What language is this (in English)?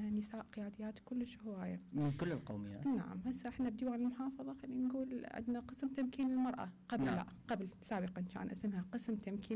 Mesopotamian Arabic